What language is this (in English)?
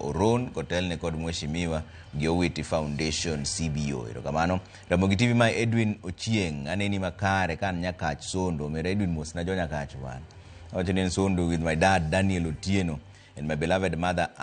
Luo (Kenya and Tanzania)